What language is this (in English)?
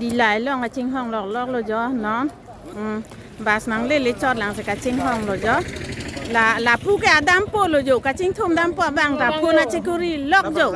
Karbi